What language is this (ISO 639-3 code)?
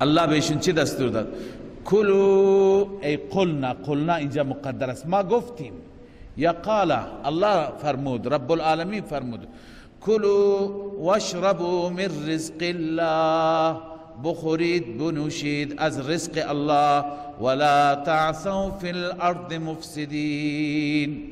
fas